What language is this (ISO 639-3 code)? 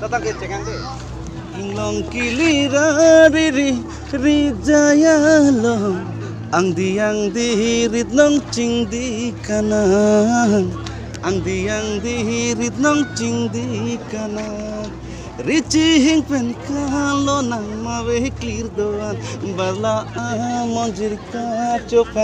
mjw